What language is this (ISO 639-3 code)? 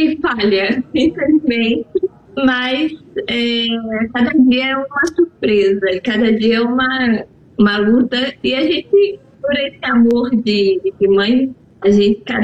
por